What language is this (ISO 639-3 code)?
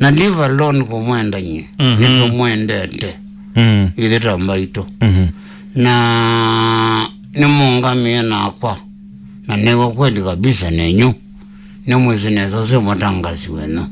kam